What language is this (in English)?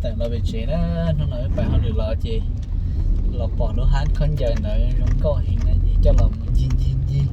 Hmong